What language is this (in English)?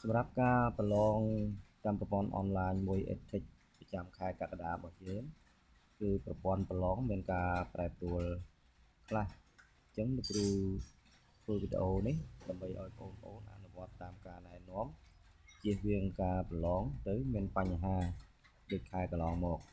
Khmer